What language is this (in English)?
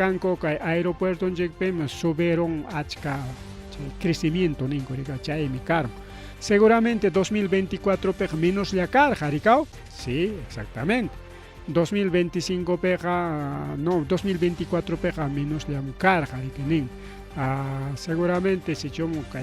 Ayacucho Quechua